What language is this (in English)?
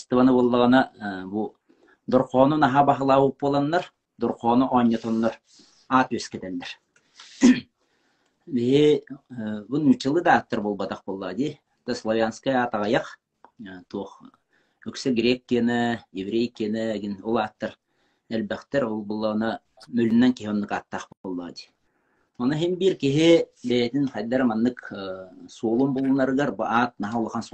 Yakut